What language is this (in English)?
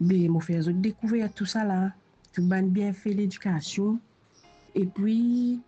Morisyen